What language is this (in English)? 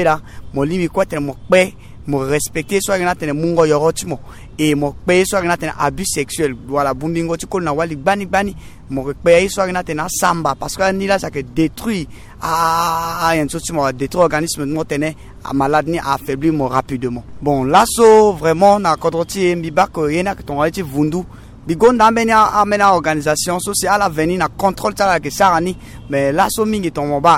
Sango